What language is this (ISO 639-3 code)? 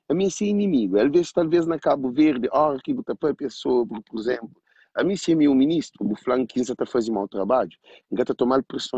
kea